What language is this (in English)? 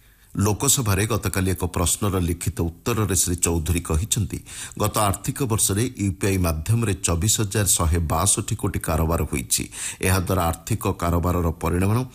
Odia